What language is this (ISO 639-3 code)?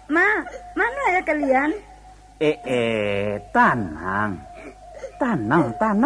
min